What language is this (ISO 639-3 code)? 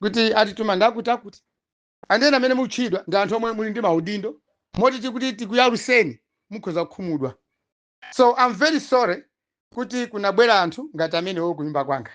nya